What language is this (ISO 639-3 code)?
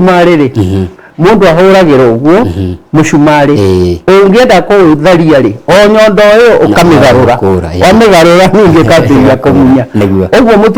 kik